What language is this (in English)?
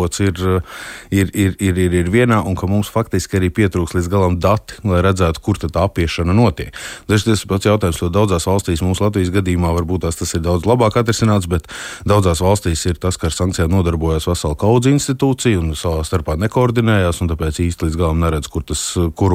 Latvian